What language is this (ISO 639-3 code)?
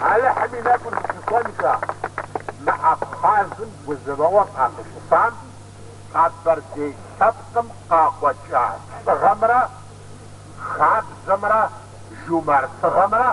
kbd